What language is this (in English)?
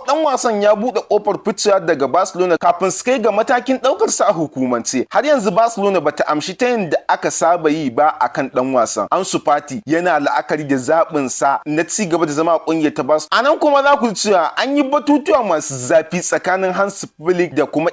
Hausa